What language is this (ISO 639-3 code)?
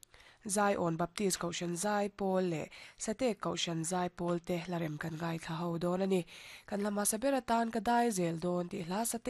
lus